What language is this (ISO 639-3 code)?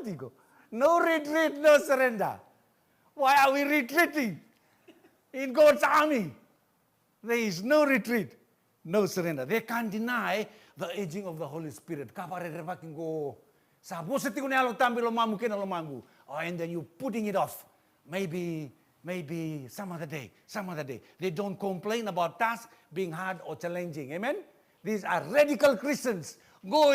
fij